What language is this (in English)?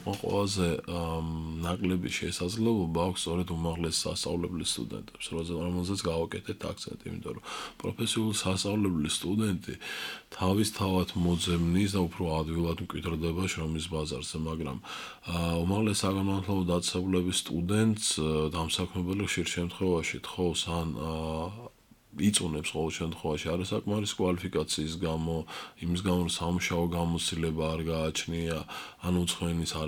Georgian